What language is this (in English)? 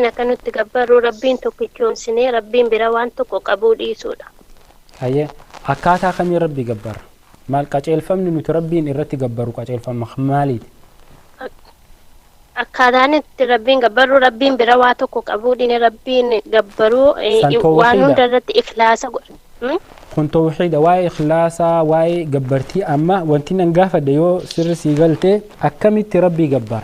Oromo